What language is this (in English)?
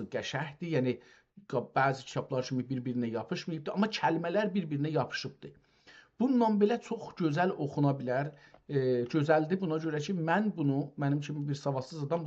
South Azerbaijani